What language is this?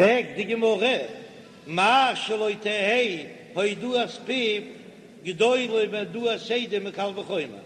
Yiddish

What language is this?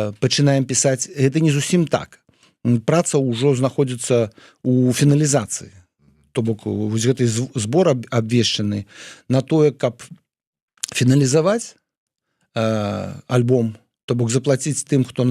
Belarusian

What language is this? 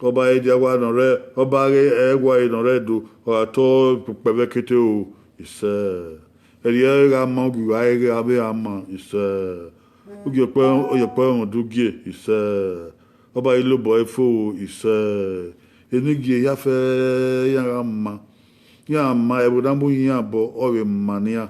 Bini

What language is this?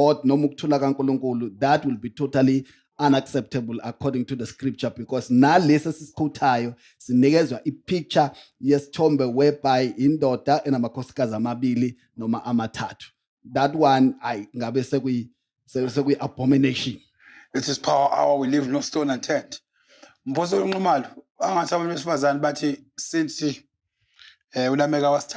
Zulu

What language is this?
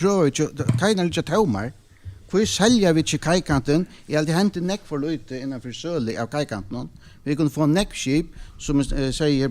Faroese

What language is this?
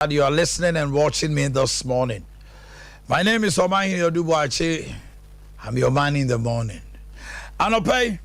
Akan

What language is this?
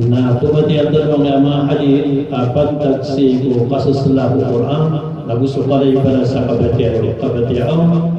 Maranao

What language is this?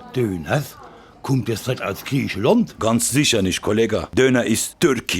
Palatine German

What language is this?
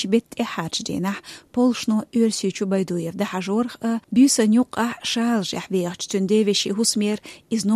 Chechen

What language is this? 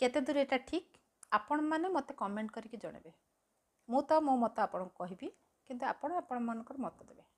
Odia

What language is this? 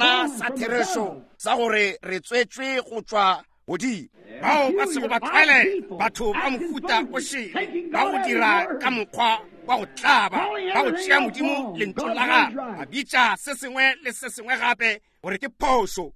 Northern Sotho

